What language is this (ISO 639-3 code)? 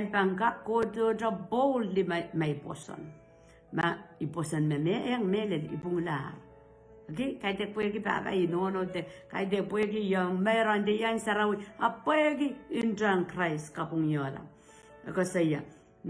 pon